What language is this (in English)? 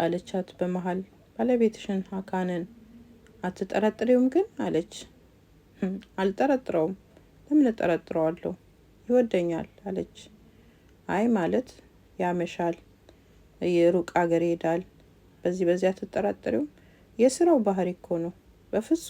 Amharic